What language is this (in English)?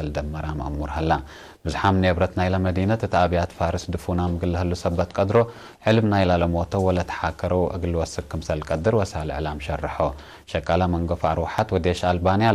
Tigre